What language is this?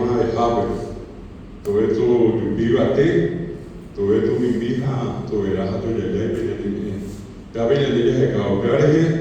Guarani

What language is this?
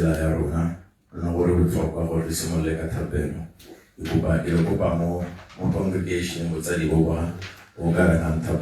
Tswana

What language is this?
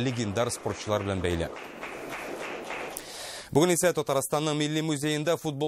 Tatar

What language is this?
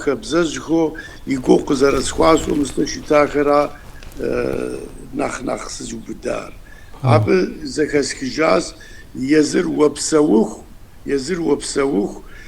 Kabardian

